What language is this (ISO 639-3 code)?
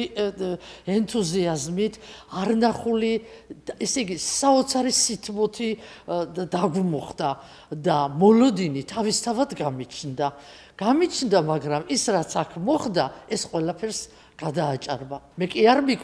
kat